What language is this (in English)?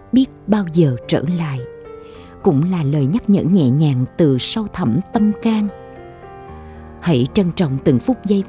Vietnamese